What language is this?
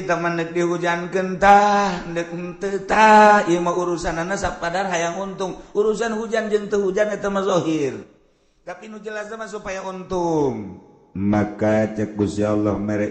Sundanese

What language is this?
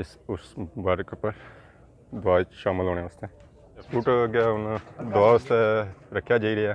Pahari-Potwari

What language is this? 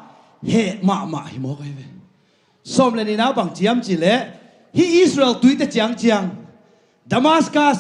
Tedim Chin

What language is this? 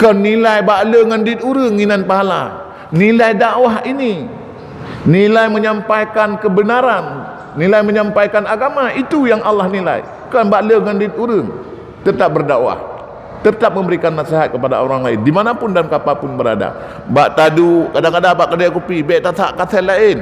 Achinese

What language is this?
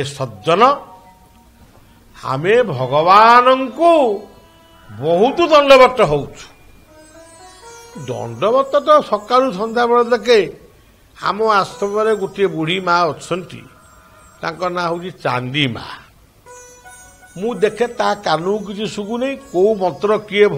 Odia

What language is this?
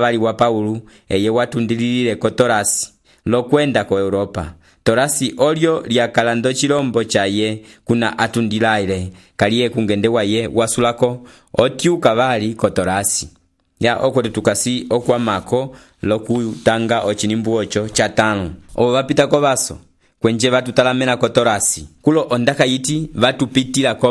Umbundu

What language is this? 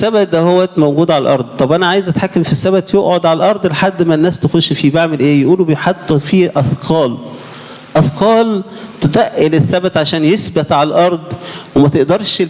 Egyptian Arabic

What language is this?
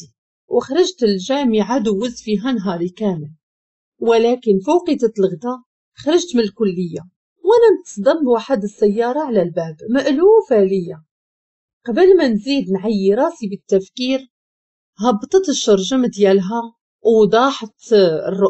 Moroccan Arabic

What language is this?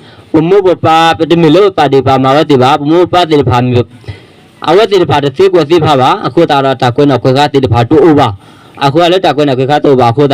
S'gaw Karen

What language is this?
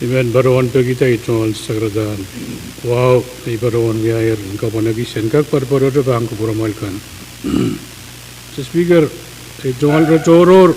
Pohnpeian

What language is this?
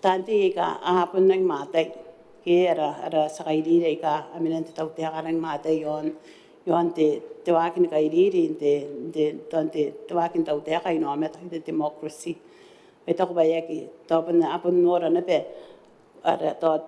Gilbertese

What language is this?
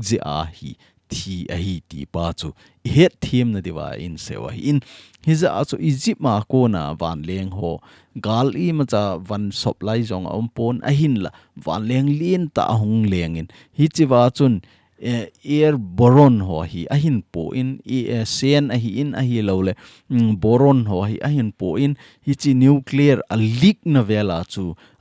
Thado Chin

